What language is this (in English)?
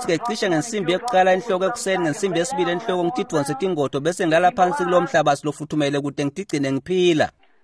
Swati